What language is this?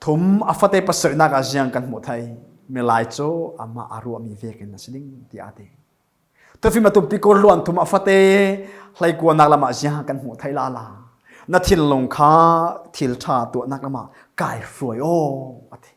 Falam Chin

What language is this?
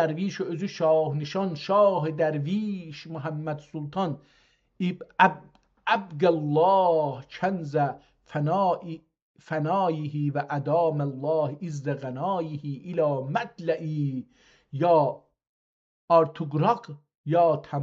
South Azerbaijani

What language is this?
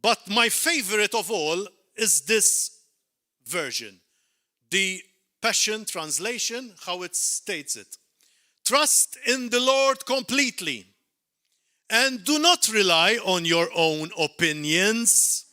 English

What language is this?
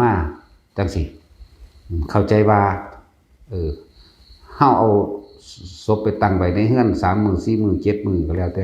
Northeastern Thai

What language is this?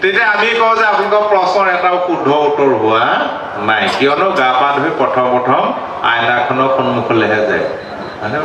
Assamese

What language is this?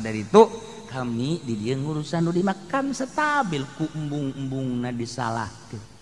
Sundanese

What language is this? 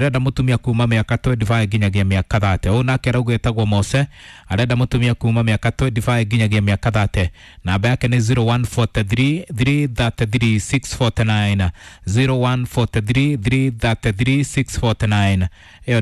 Kikuyu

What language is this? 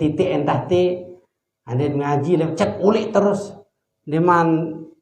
Sasak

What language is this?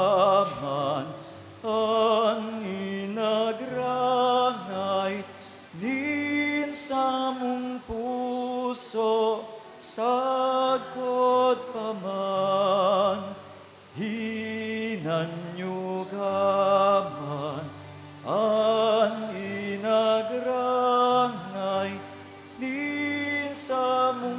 Bikol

